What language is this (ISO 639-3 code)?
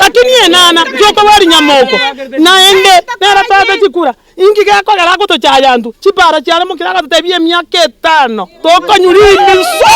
guz